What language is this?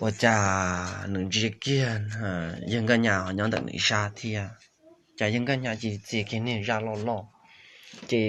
Hmong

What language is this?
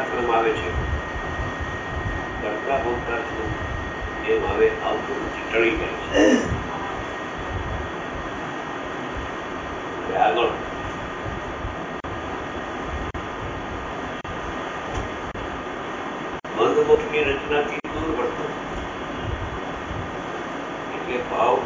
Gujarati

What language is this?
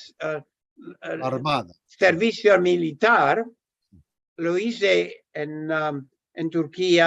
Ladino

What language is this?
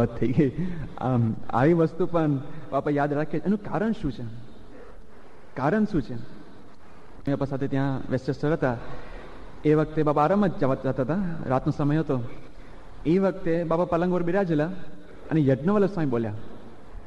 Gujarati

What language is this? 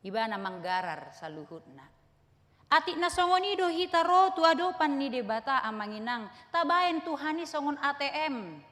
Batak Toba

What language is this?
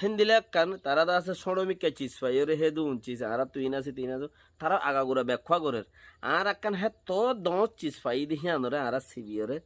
Rohingya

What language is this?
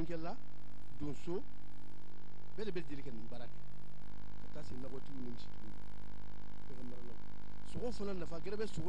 Bambara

